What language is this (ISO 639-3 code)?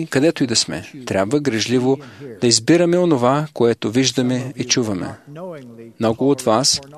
bul